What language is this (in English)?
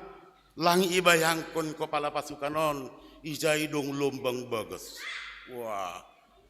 Batak Simalungun